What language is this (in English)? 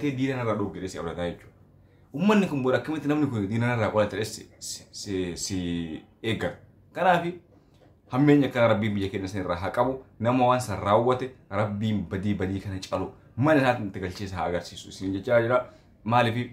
Oromo